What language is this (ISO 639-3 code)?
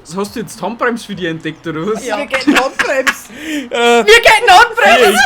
bar